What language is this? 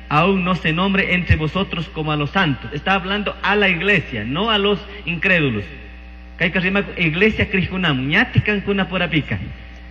Chimborazo Highland Quichua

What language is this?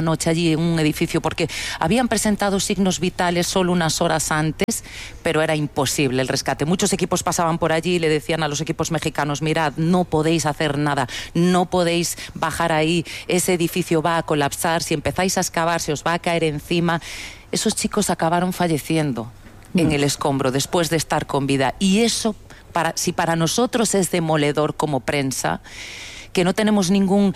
Spanish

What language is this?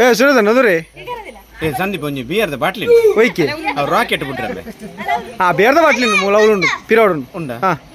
Tulu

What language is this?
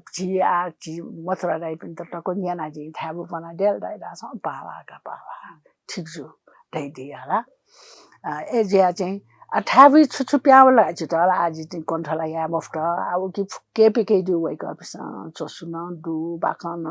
Newari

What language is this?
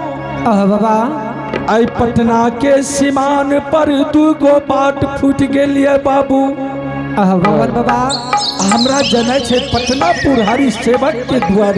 Angika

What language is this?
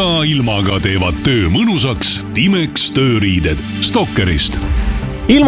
Estonian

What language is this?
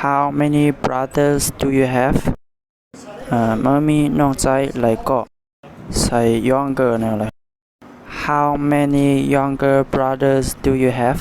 Shan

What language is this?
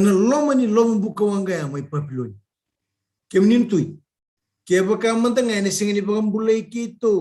Fijian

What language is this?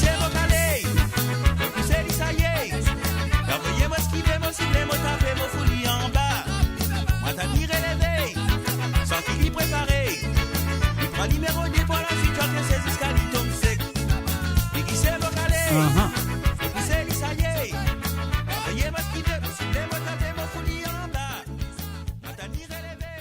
Morisyen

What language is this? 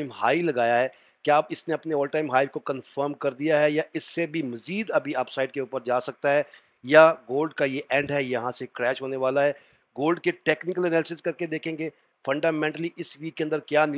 Hindi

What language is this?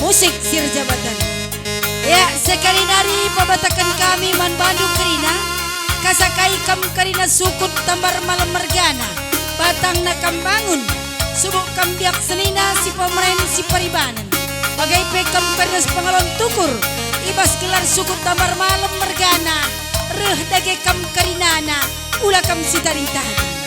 Batak Karo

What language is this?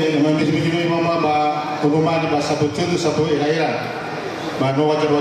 Nias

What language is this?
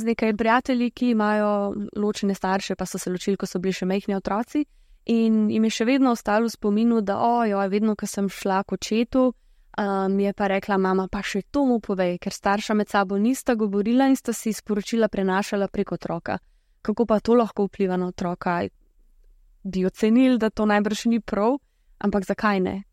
Slovenian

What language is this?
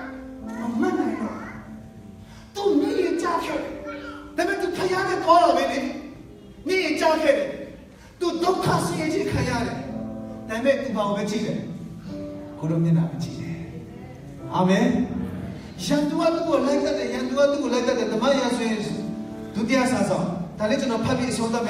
Burmese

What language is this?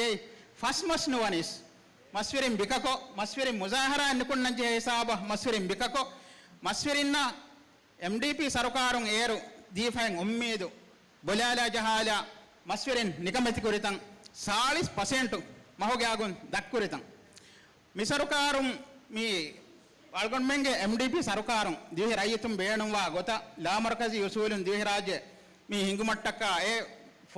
Divehi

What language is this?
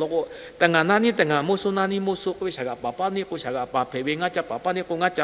Lahu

